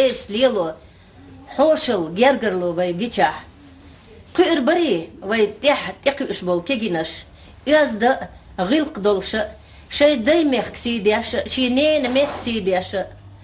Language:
Chechen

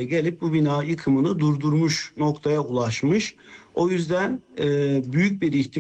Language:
Turkish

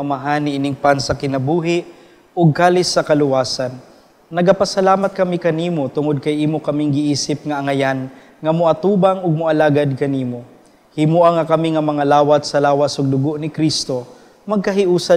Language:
Cebuano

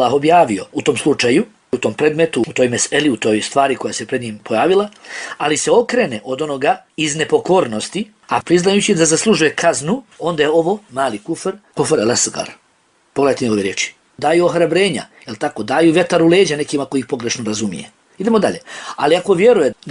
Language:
Bosnian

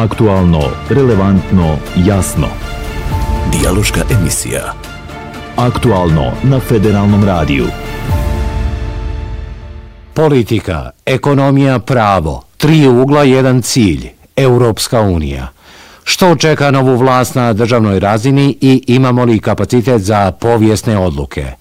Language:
Bosnian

